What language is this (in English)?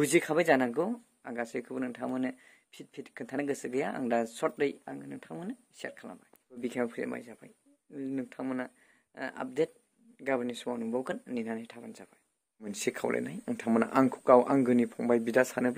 Bodo